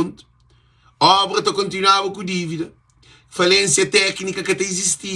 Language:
Kabuverdianu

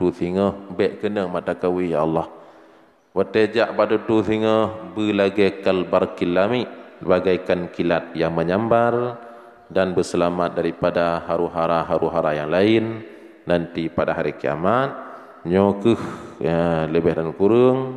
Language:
Achinese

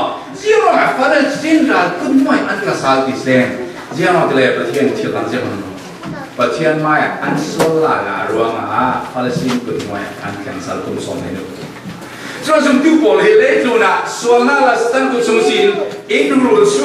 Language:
Falam Chin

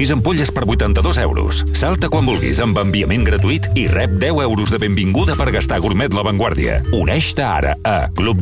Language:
Catalan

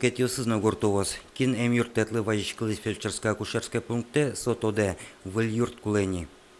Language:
Udmurt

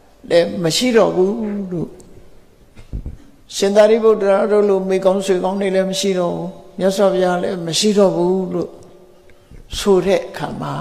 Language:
Burmese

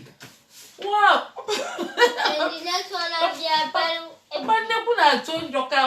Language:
Igbo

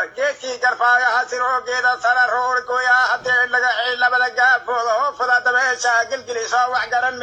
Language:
Somali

